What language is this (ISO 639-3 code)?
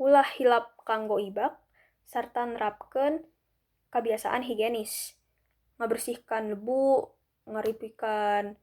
sun